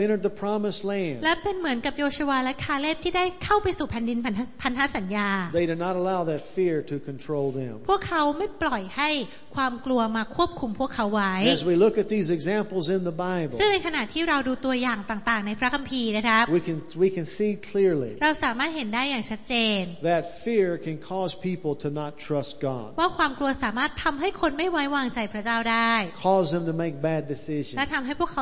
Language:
Thai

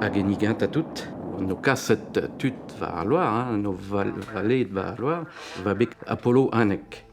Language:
Breton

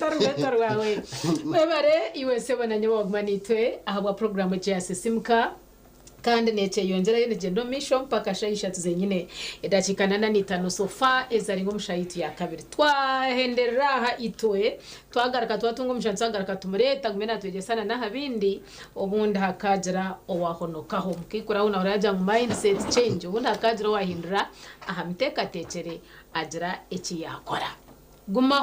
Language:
Nyankole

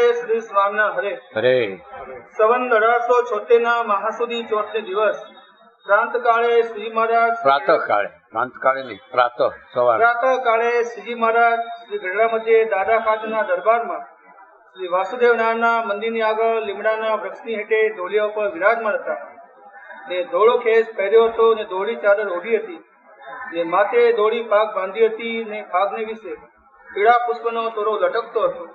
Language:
Gujarati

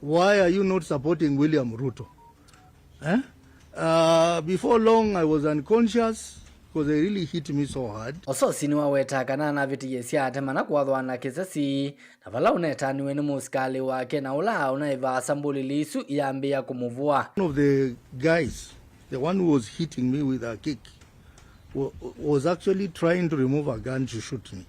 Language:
Kamba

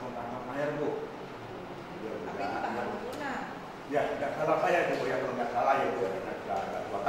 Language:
Indonesian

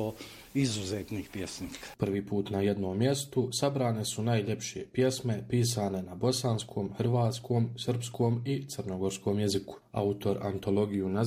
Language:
Bosnian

